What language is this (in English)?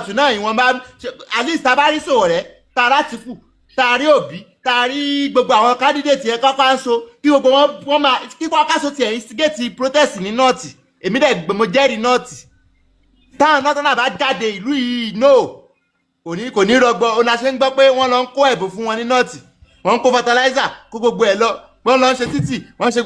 Yoruba